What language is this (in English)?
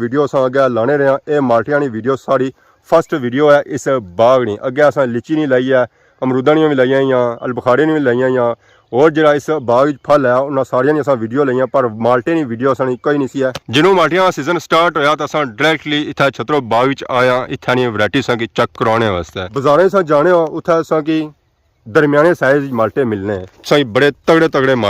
Pahari-Potwari